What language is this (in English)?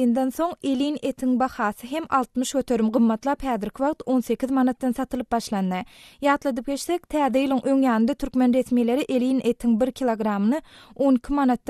Turkmen